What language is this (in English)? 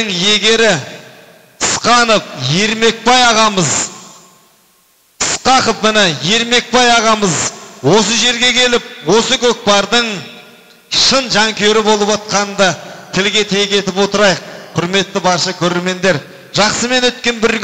Kazakh